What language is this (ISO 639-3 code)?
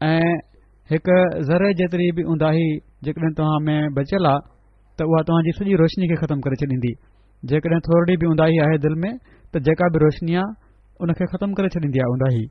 snd